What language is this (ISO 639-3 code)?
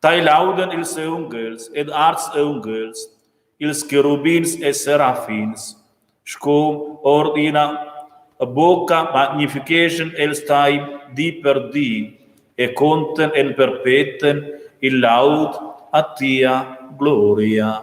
roh